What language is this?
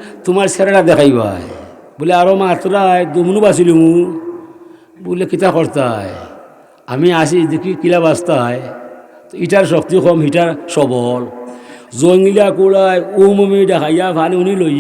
Sylheti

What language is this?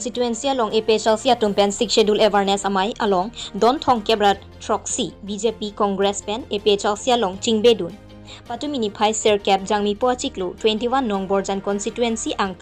Karbi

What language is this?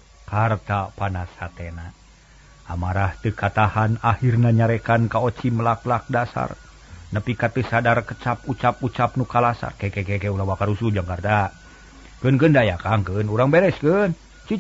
Sundanese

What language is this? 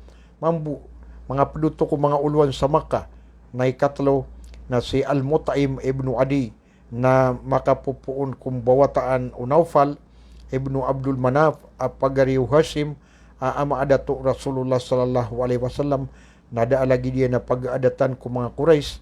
Maranao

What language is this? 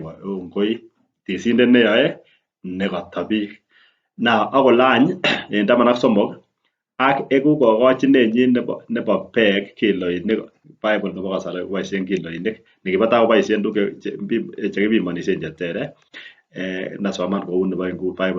Kalenjin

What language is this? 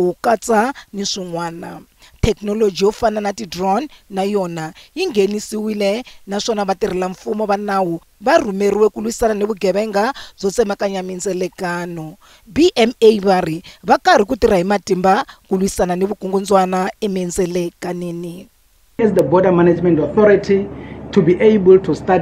Tsonga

